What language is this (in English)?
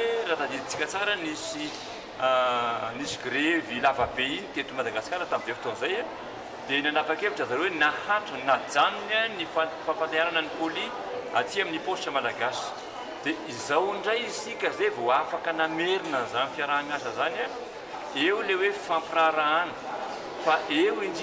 Malagasy